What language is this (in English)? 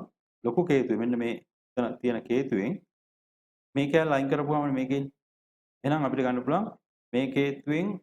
Sinhala